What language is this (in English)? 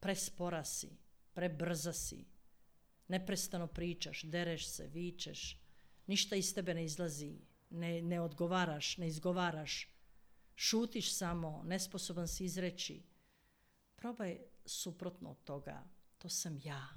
Croatian